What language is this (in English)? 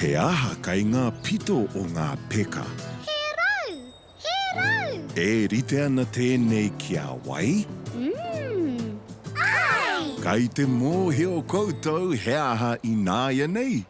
Māori